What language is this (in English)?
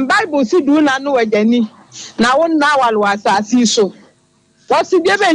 Akan